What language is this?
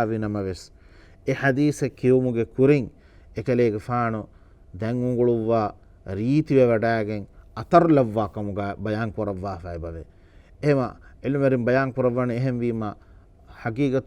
Divehi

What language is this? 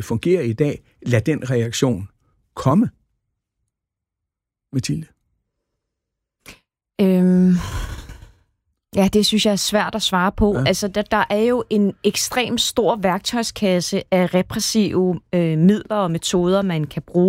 Danish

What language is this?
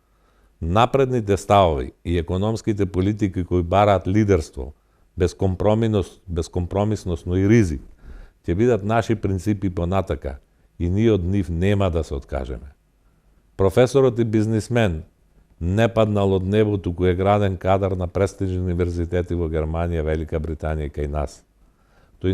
Macedonian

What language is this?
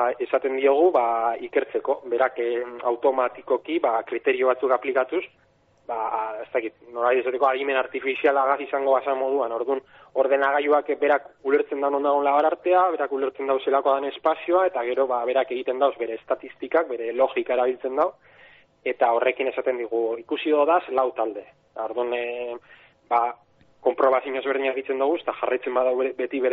Basque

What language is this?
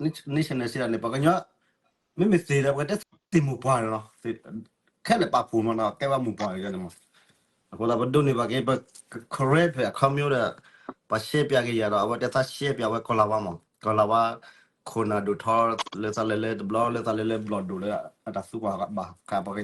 S'gaw Karen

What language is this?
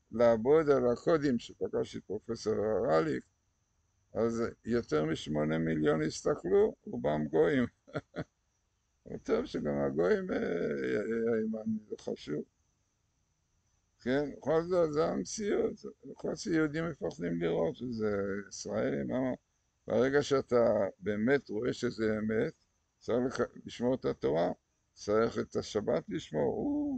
Hebrew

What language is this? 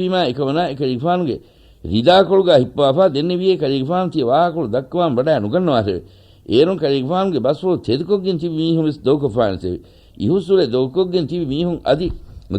Divehi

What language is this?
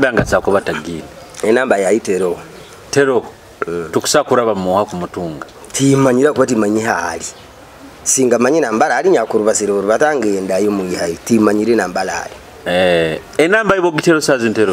Nyoro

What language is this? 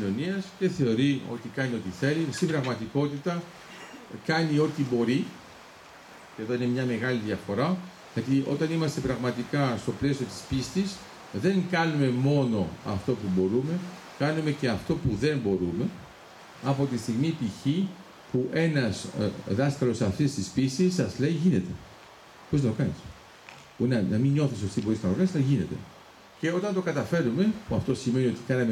Greek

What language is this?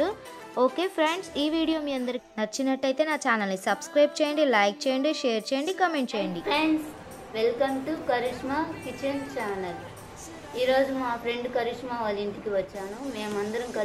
Telugu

